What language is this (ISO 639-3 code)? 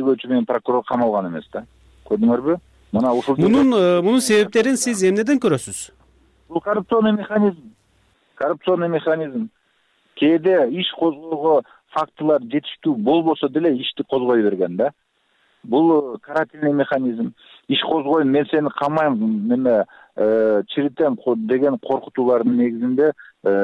kir